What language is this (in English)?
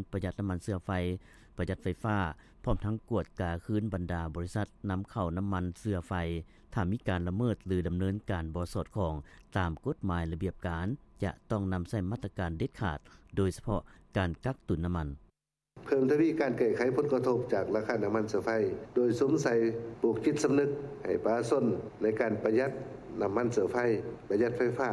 Lao